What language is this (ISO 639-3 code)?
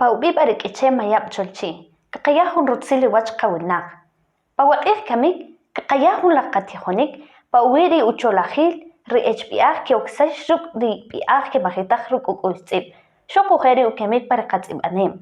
quc